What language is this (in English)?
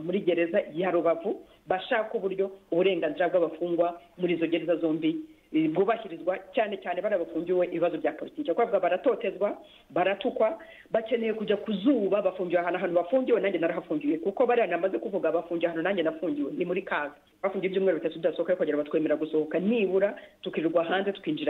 Kinyarwanda